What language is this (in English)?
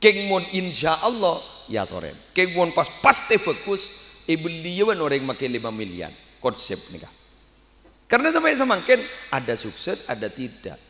Madurese